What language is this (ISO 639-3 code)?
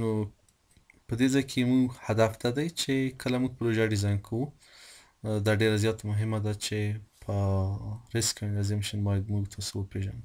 pus